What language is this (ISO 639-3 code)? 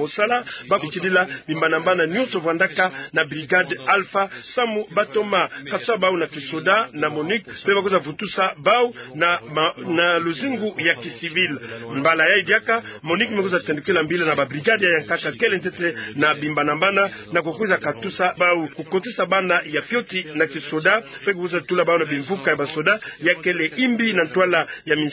ktu